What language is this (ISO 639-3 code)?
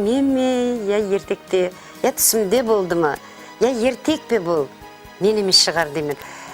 kaa